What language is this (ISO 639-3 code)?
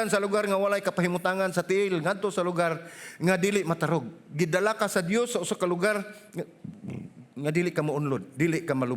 ceb